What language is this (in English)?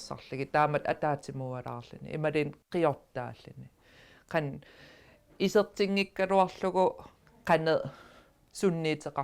Kalaallisut